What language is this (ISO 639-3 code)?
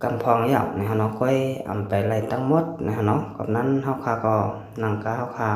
shn